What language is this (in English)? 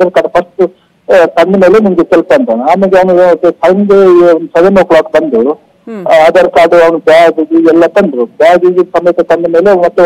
Kannada